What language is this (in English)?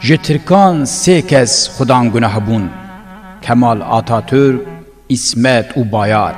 Kurdish